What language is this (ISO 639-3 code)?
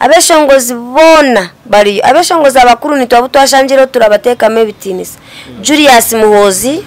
nyn